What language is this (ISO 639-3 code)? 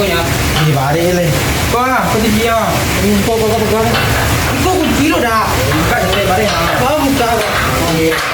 min